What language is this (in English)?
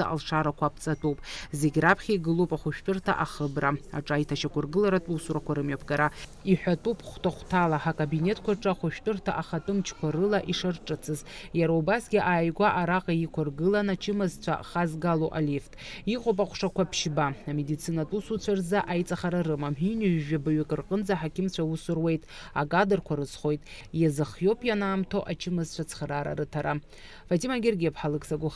Abkhazian